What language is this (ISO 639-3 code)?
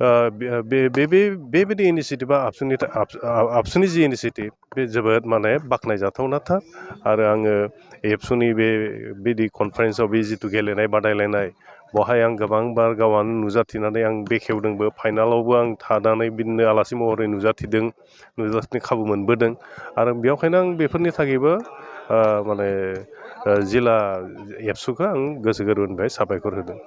brx